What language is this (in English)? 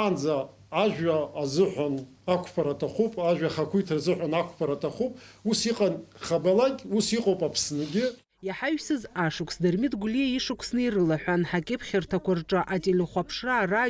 Abkhazian